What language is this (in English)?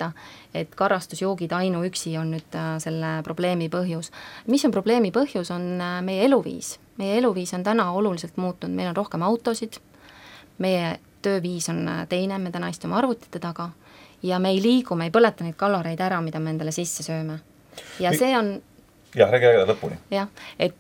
Estonian